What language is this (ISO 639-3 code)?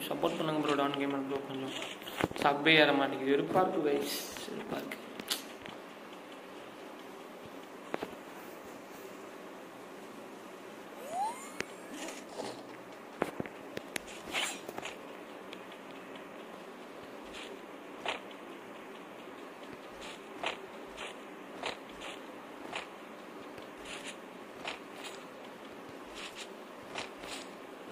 tam